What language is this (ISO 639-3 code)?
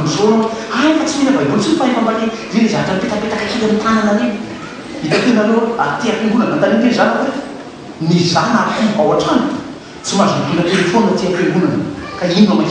mlg